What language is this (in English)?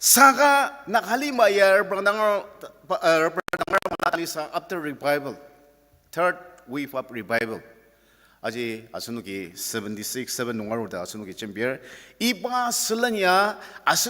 Ao Naga